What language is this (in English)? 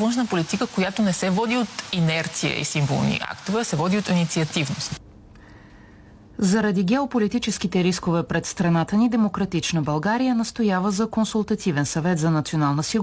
Bulgarian